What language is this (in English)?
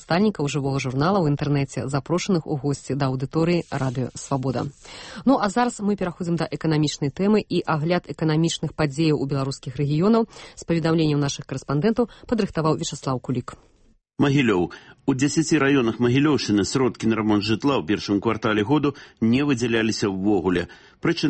Belarusian